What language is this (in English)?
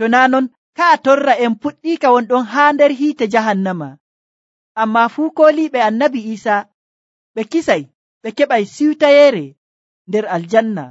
Nigerian Fulfulde